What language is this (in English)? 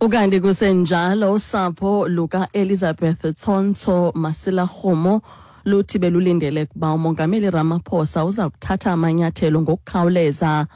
Xhosa